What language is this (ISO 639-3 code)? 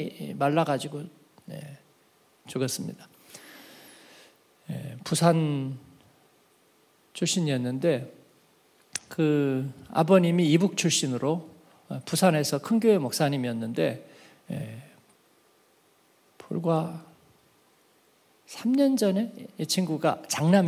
kor